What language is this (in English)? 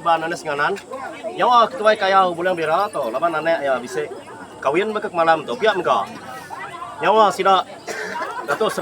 Iban